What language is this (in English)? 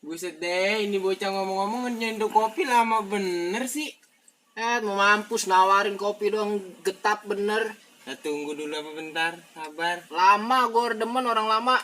Betawi